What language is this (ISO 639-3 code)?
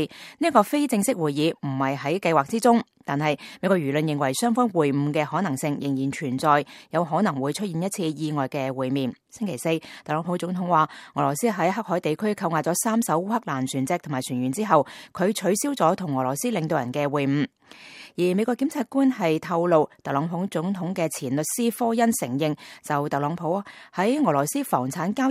yue